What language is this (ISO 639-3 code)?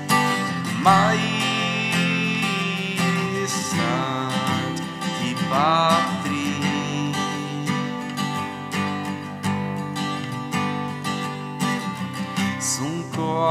slk